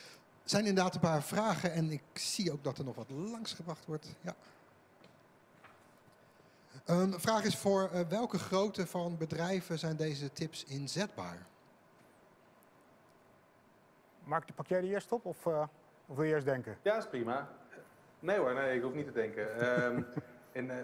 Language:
Dutch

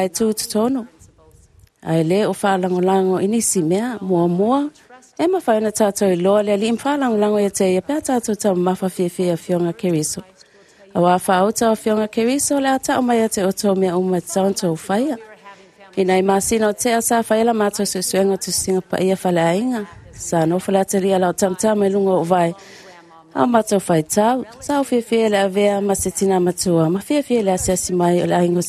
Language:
Samoan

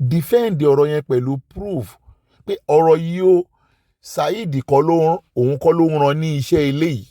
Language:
Yoruba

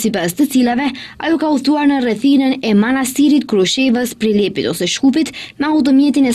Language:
Albanian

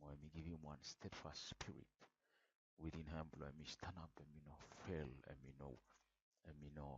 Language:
Bislama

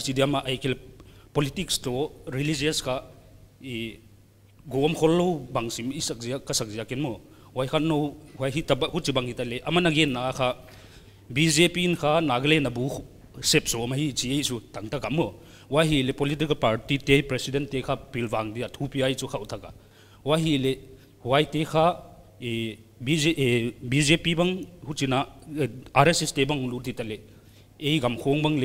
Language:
Paite Chin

